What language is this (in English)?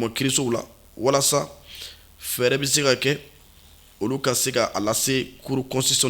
Bambara